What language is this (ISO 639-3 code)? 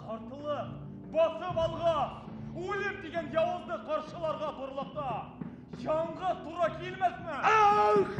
bak